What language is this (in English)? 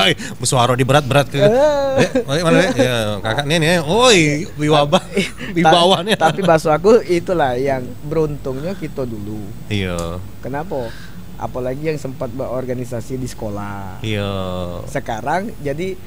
Musi